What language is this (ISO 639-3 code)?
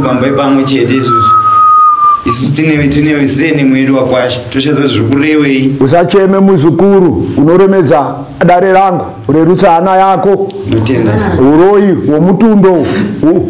sna